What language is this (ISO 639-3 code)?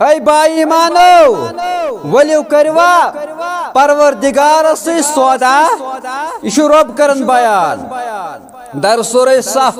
kas